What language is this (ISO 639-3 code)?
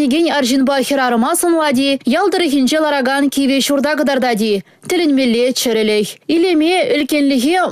chv